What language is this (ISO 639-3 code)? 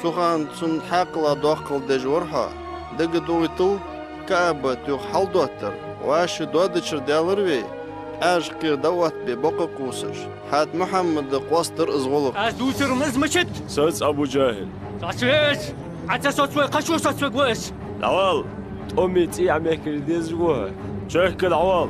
inh